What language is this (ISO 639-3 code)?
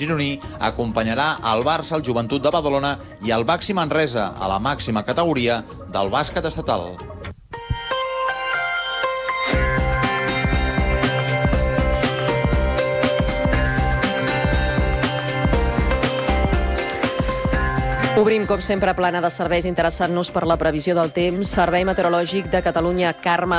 cat